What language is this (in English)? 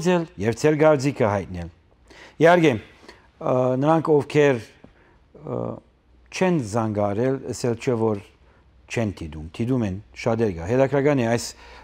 Armenian